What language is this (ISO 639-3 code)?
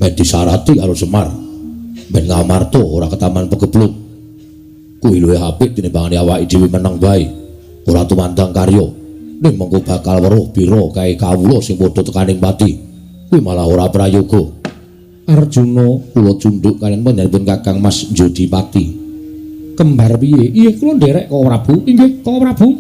jav